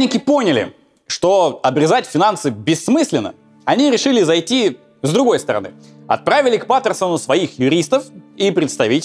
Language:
Russian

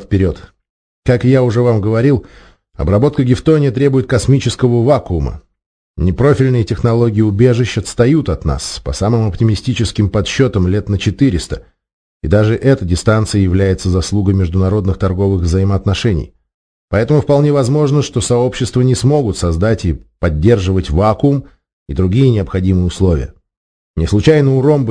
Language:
Russian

